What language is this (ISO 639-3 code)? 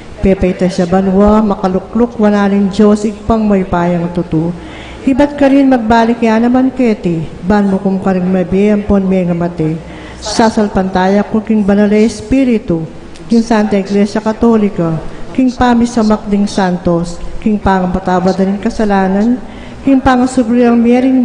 pam